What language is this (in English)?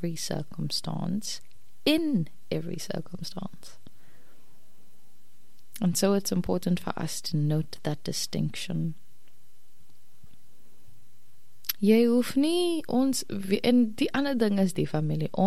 Afrikaans